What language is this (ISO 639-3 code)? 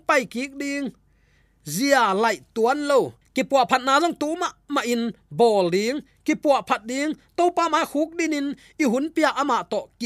ctd